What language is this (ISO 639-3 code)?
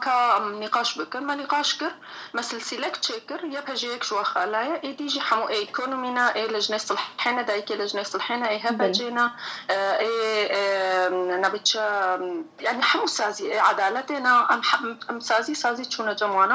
kur